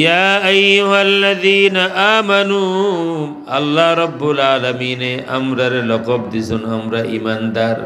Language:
Sylheti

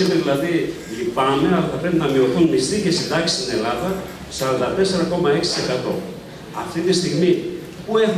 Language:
Greek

